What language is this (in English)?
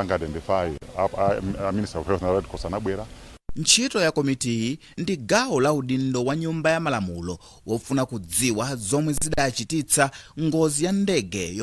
Nyanja